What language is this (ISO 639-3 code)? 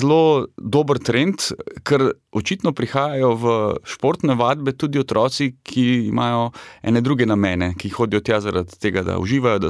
slv